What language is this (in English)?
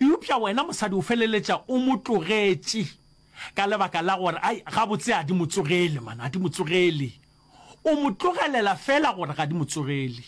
Northern Sotho